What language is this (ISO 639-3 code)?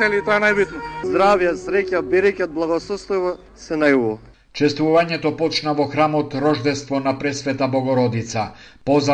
mkd